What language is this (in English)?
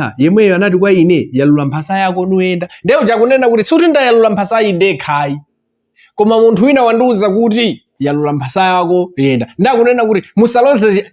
Nyanja